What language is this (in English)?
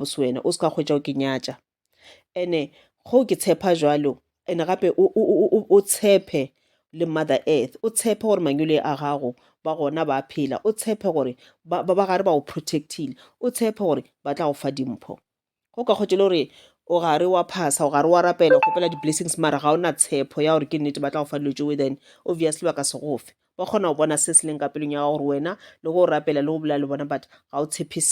Northern Sotho